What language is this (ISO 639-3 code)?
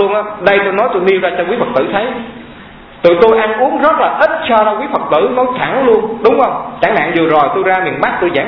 vie